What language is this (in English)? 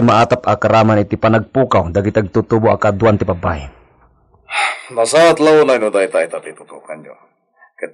Iloko